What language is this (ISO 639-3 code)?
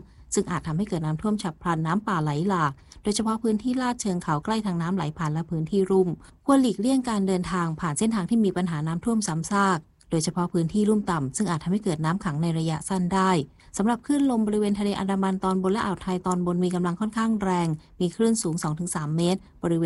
tha